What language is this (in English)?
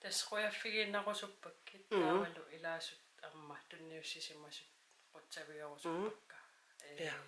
Kalaallisut